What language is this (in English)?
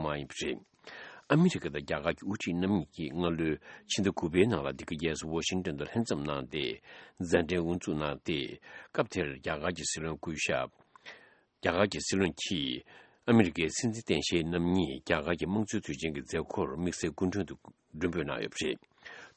Tibetan